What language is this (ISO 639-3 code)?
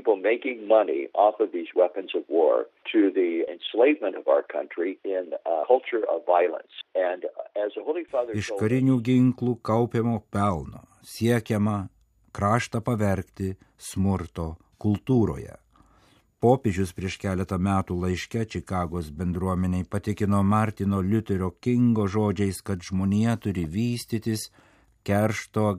lit